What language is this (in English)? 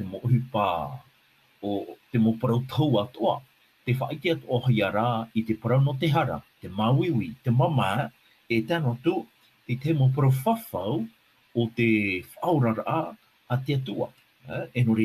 Tahitian